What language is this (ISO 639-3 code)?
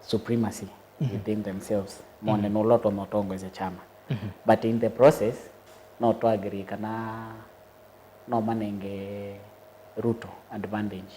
kam